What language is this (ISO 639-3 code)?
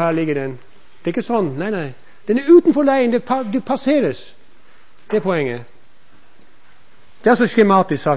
nor